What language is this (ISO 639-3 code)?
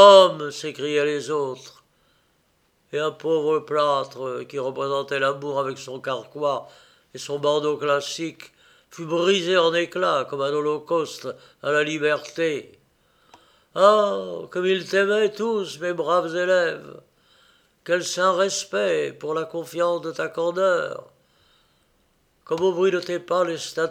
fra